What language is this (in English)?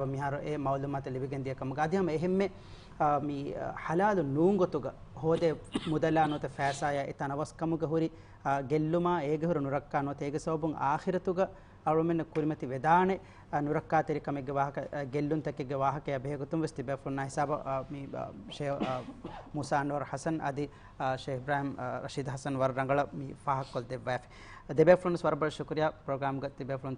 Divehi